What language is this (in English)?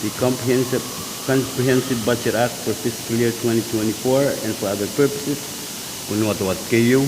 Pohnpeian